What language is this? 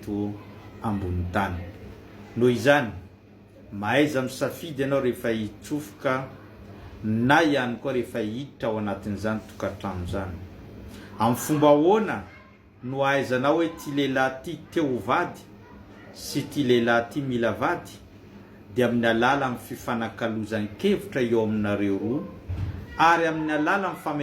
Malagasy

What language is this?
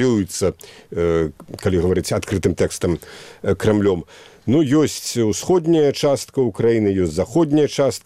Belarusian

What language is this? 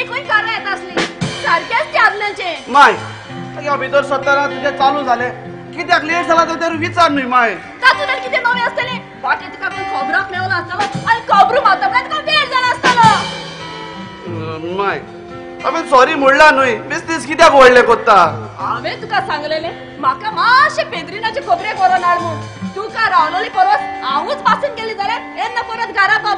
Konkani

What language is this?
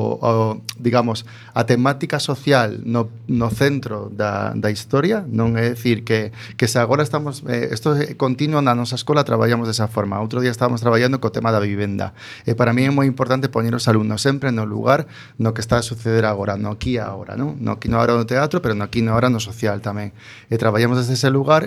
Galician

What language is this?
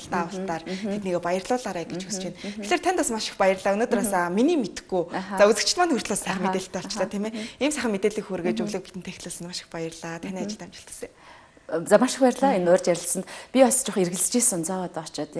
Mongolian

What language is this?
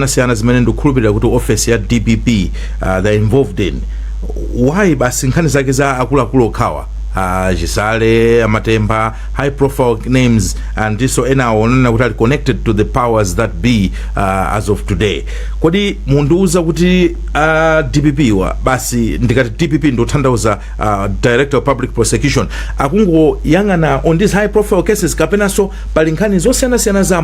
Nyanja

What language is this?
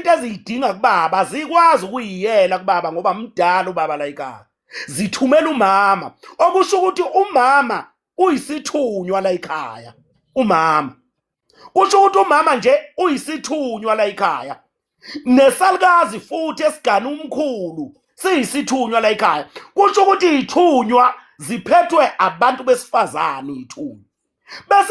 Zulu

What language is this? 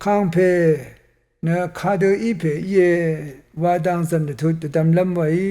Rawang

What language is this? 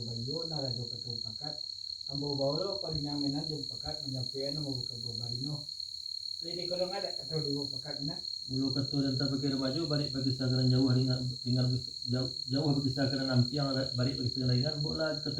Minangkabau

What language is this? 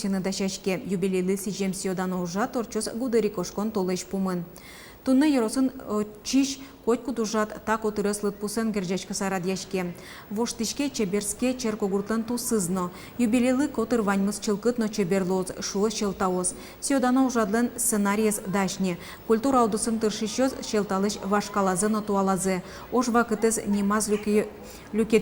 Udmurt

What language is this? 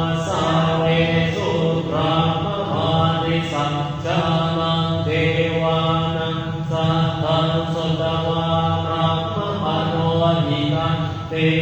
Pali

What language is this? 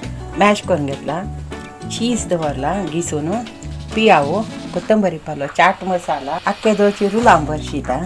Konkani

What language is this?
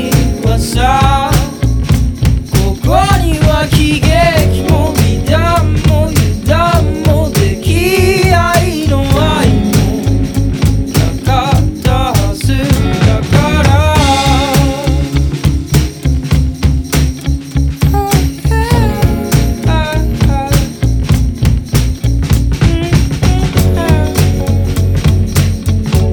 Japanese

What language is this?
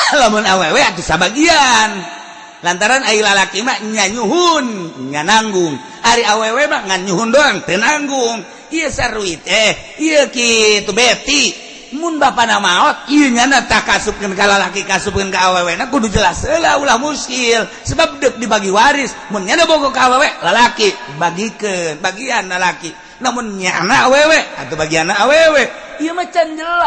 Sundanese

